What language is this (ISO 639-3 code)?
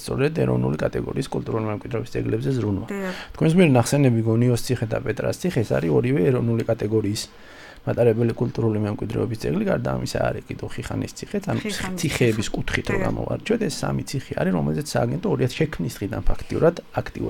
kat